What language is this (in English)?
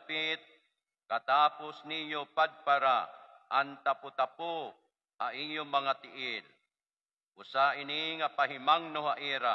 Waray